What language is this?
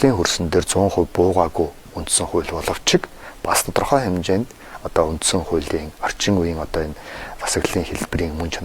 Mongolian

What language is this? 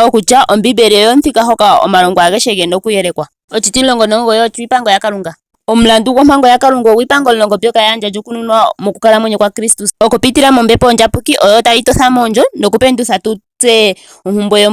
Ndonga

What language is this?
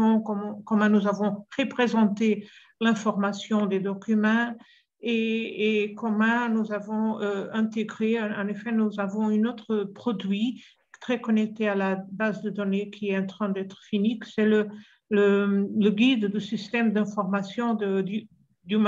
French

